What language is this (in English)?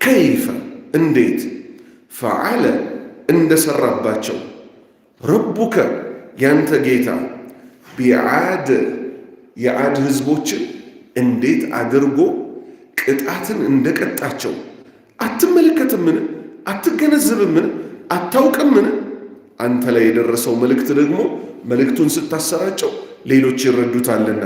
Amharic